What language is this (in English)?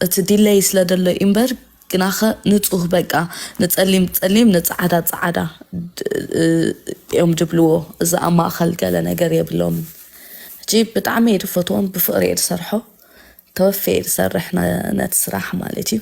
Tigrinya